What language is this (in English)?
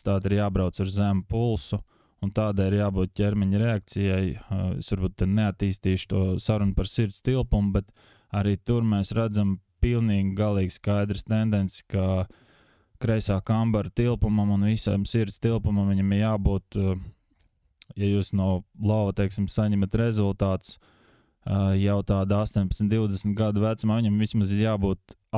Latvian